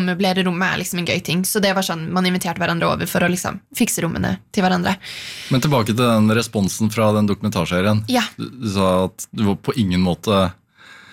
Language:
Norwegian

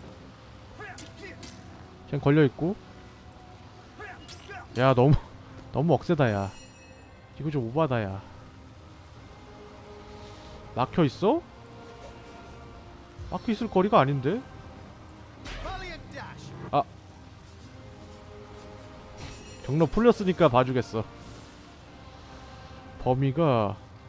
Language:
Korean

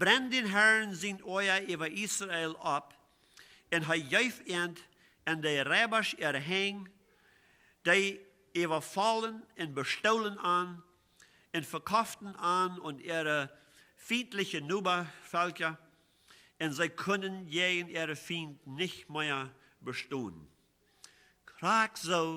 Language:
Plautdietsch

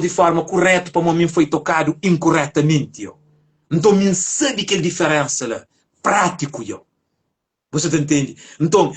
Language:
Kabuverdianu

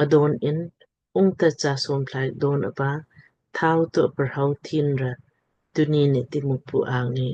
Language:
Lamkang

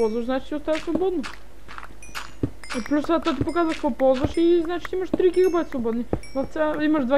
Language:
Bulgarian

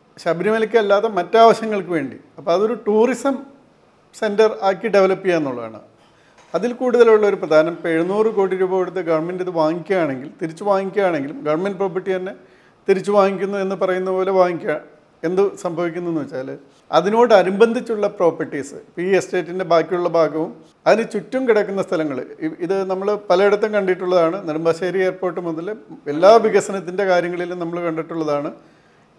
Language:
Malayalam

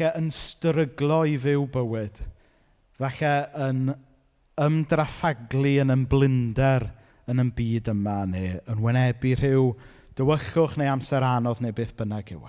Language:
Welsh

